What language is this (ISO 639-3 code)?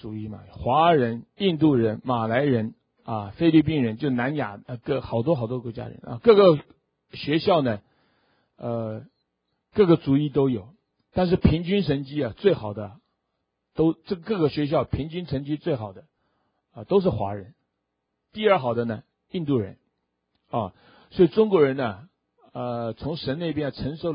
zho